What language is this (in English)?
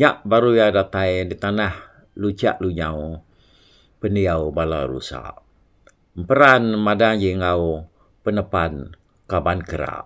Iban